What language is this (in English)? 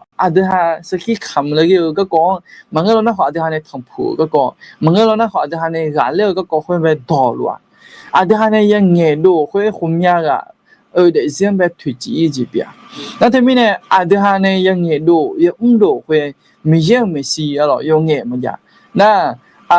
Akha